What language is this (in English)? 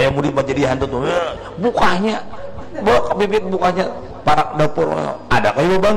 Banjar